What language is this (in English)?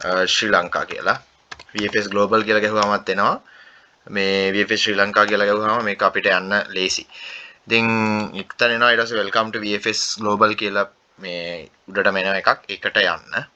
Sinhala